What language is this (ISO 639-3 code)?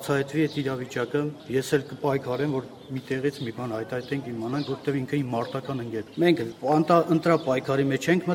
hye